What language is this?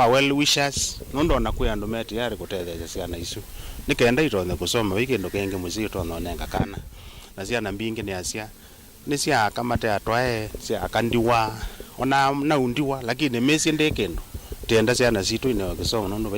Kamba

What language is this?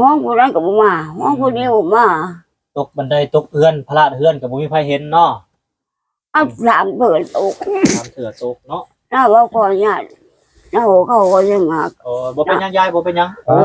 Lao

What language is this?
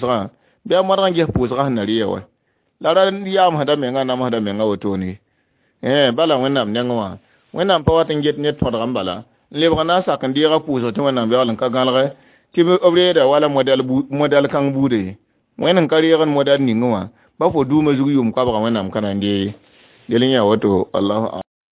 Mossi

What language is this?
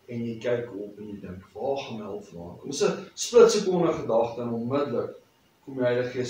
Afrikaans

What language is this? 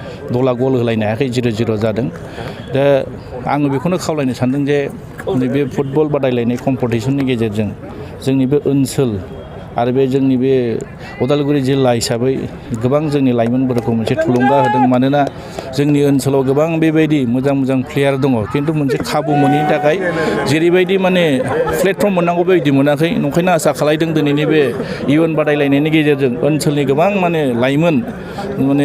Bodo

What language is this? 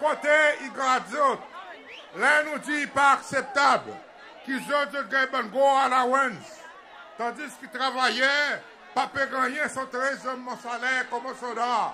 Seselwa Creole French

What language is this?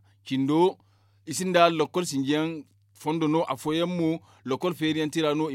Zarma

